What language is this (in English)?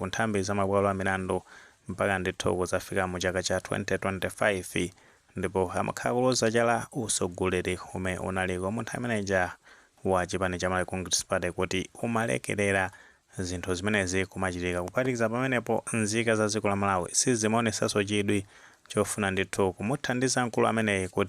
Nyanja